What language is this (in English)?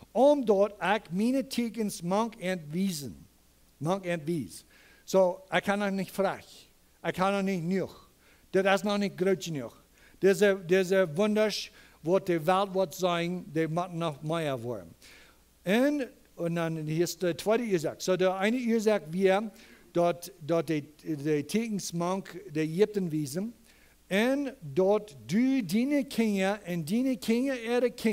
Plautdietsch